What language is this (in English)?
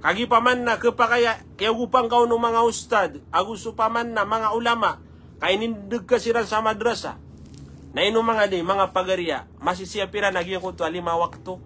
Maranao